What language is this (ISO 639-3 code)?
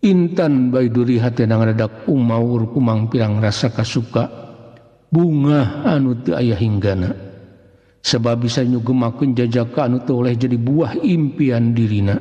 sun